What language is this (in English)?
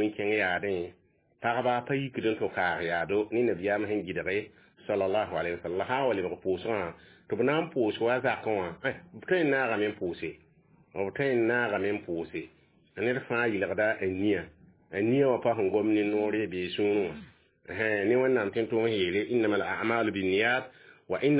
Mossi